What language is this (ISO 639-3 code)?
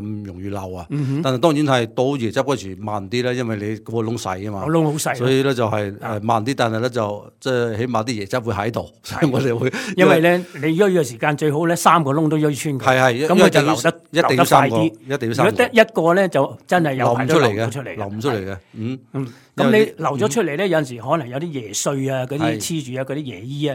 yue